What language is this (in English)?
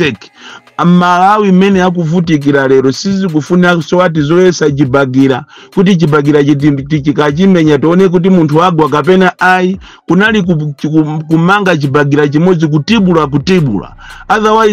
Nyanja